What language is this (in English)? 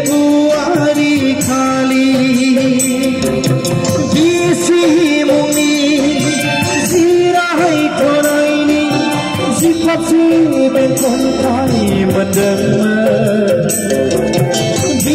Bodo